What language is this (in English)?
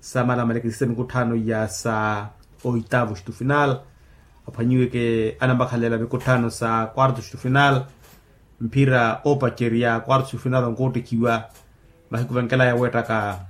Makhuwa